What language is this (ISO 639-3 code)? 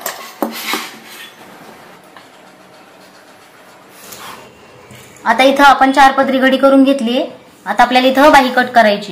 mar